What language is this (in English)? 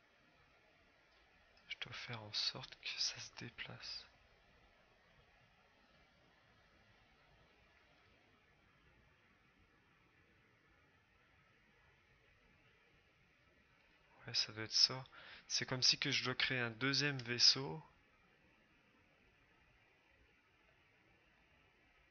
French